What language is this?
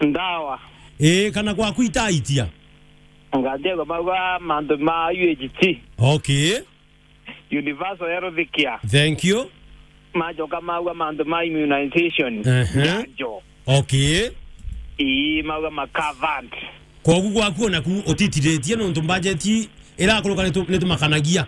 Meru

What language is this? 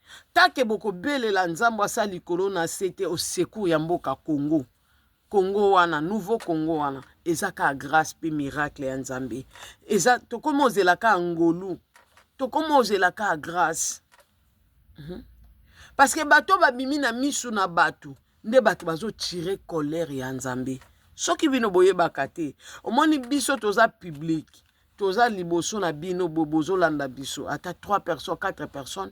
Lingala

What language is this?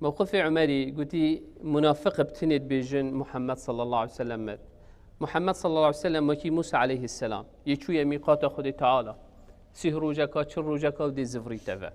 Kurdish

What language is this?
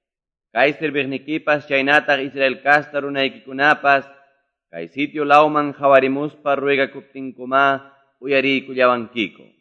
Quechua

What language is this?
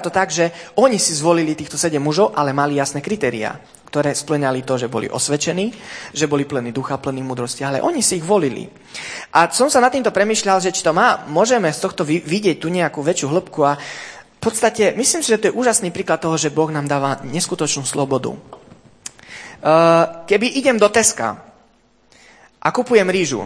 Slovak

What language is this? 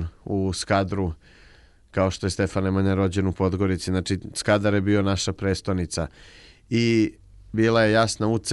Serbian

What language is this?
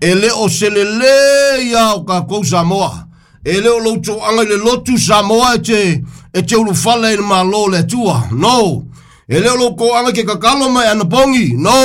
Samoan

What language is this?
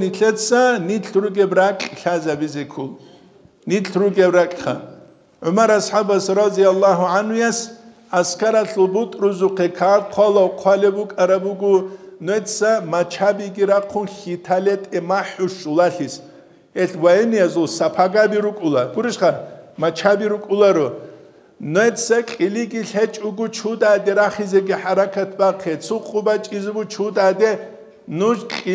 Avaric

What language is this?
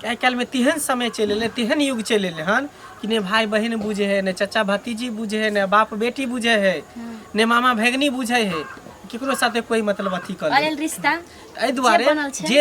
Maithili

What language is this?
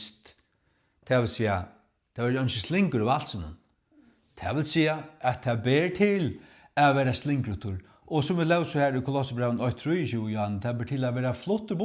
Faroese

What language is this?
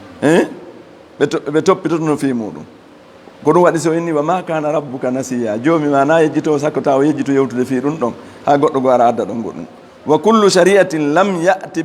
Fula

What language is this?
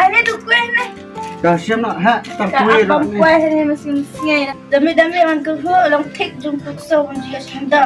Khasi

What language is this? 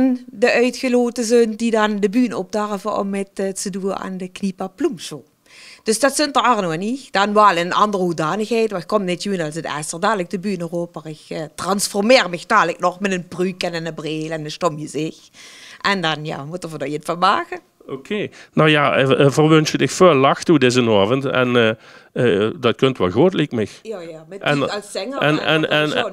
Limburgish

